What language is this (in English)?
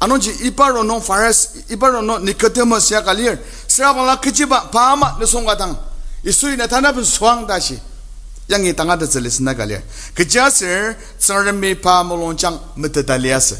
Ao Naga